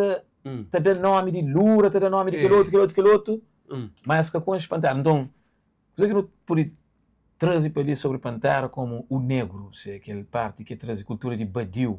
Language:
Kabuverdianu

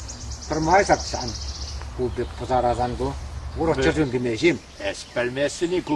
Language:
Chuvash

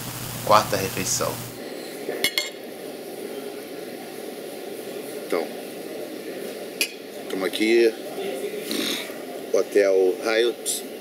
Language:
Portuguese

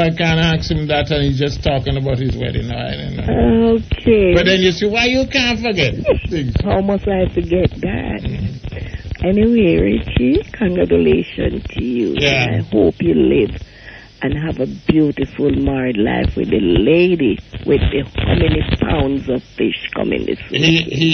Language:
Jamaican Creole English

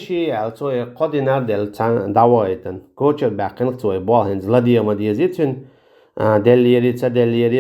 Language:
Chechen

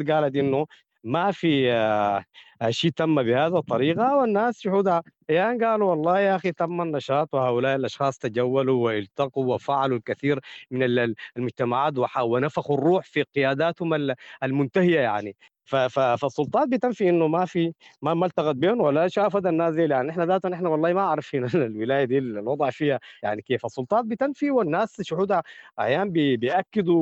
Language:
Sudanese Arabic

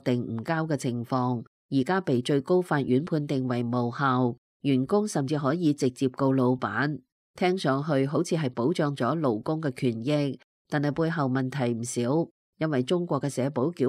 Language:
Cantonese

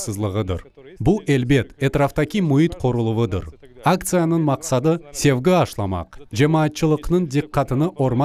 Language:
Crimean Tatar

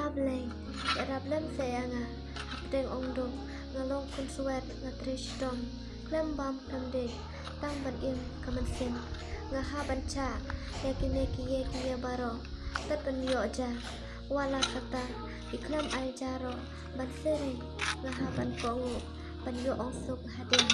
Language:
Khasi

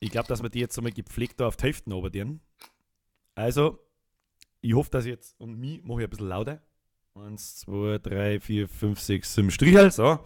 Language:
Bavarian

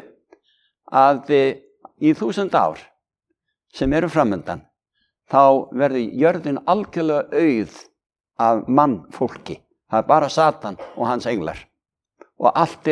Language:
Icelandic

